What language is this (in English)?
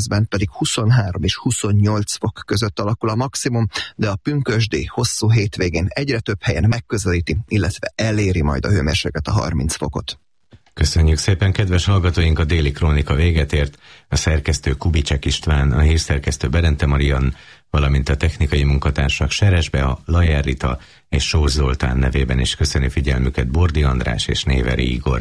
Hungarian